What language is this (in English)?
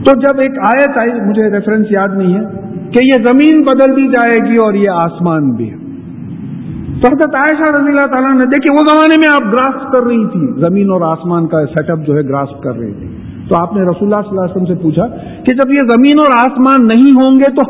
Urdu